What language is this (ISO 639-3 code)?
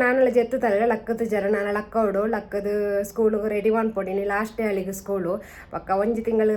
tcy